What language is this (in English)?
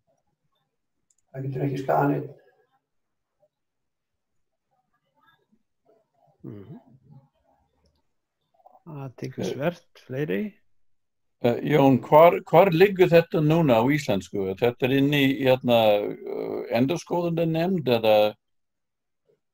Icelandic